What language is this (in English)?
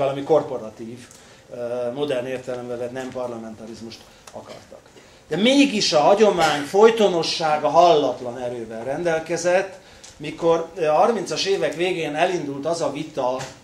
Hungarian